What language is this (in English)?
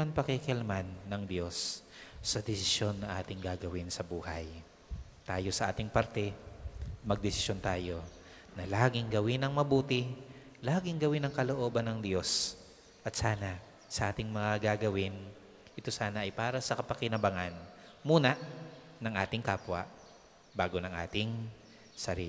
Filipino